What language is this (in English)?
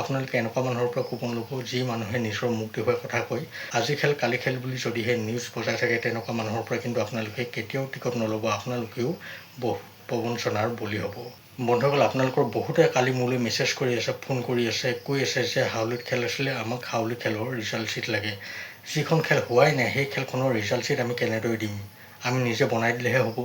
Assamese